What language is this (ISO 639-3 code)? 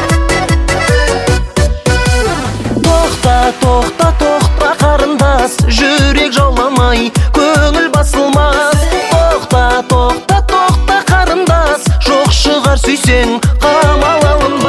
kaz